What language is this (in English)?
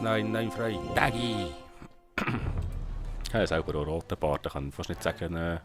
Swiss German